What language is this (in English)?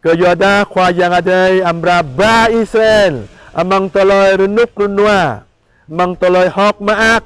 Jarai